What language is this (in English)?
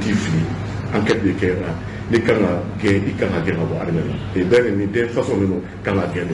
Bambara